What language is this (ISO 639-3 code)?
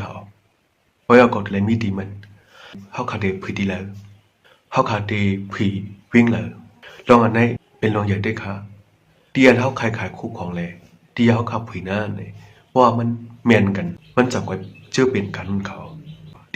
shn